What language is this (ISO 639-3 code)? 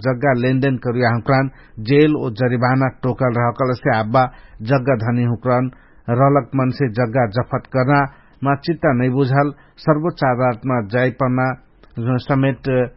thl